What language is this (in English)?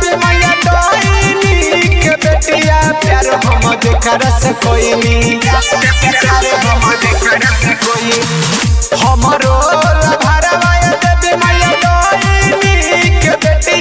Bhojpuri